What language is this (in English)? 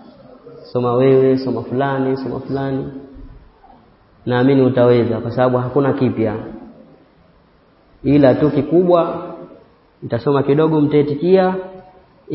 Swahili